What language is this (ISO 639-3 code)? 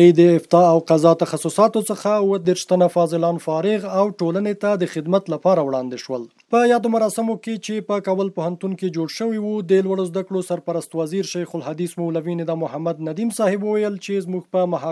pus